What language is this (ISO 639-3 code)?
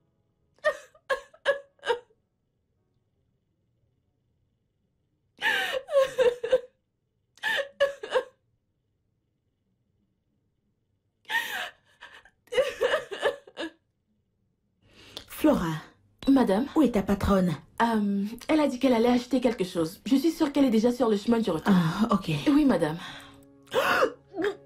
fra